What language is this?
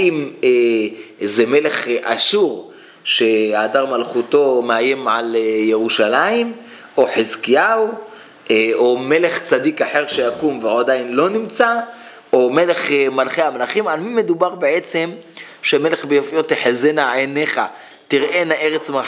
Hebrew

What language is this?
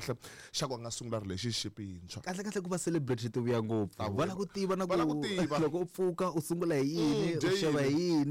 Tsonga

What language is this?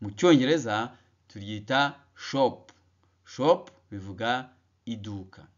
Kinyarwanda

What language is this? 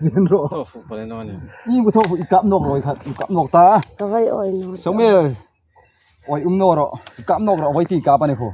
Hmar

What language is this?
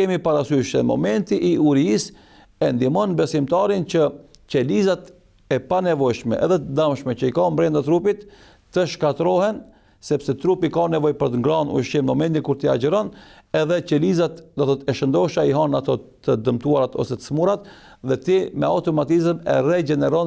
Albanian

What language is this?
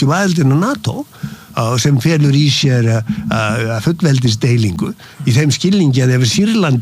Icelandic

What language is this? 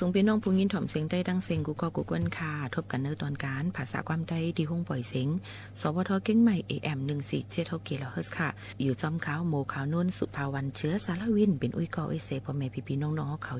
Shan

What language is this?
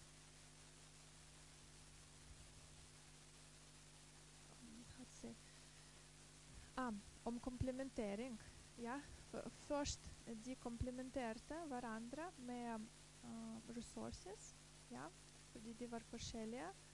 Norwegian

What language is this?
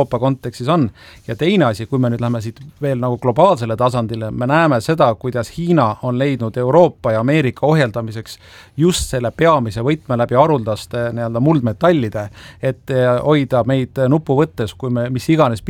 Estonian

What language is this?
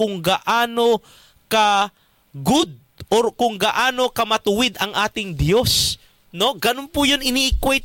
Filipino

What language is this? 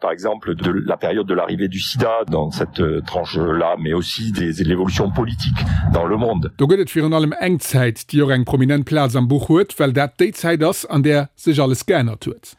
Luxembourgish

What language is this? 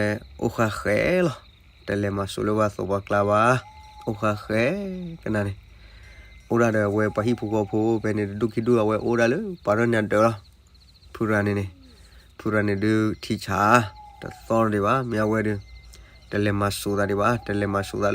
S'gaw Karen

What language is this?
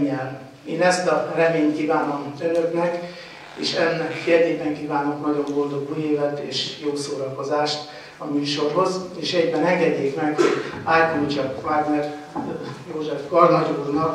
Hungarian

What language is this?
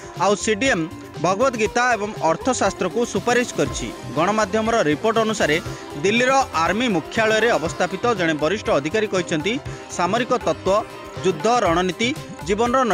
Odia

